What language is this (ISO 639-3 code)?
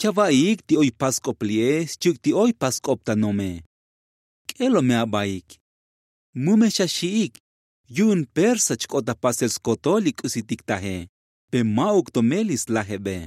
tzo